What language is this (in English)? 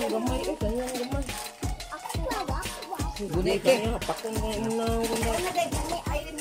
Cebuano